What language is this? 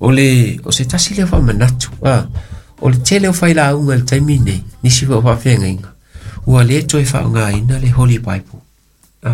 Samoan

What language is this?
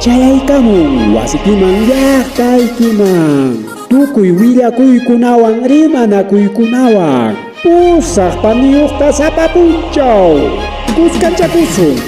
Ayacucho Quechua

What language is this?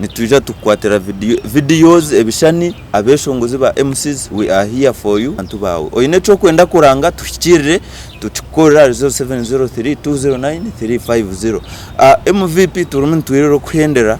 Nyankole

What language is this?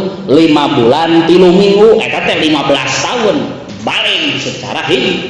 Sundanese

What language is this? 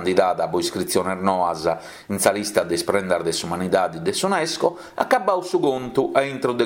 Sardinian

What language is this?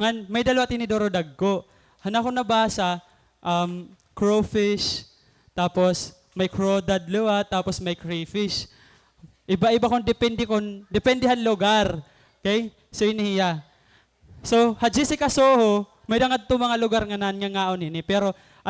Waray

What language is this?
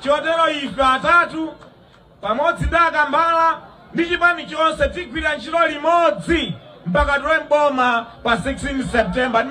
Nyanja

